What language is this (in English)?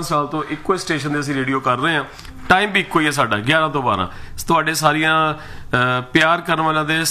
Punjabi